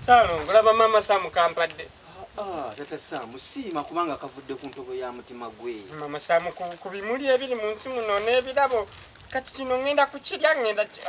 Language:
Ganda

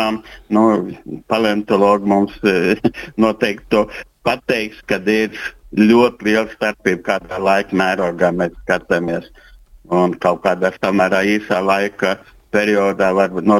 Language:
Latvian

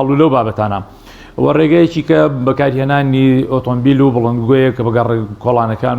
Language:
Central Kurdish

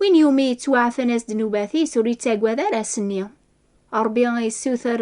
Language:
Kabyle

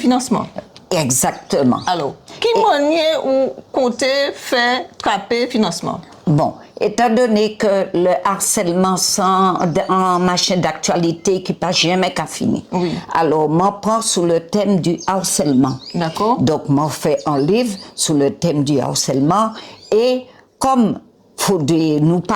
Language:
Guadeloupean Creole French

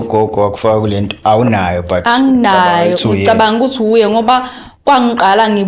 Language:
Zulu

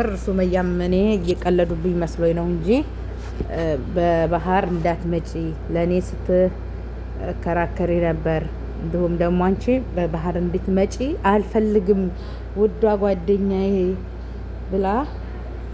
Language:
Amharic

